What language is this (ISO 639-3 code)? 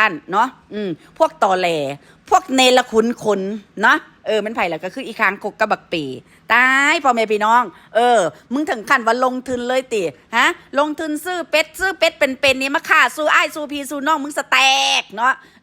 tts